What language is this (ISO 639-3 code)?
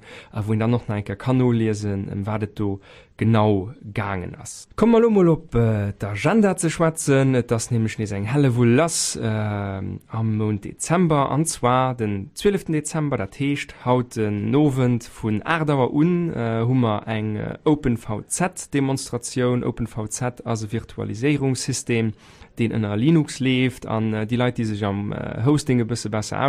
ltz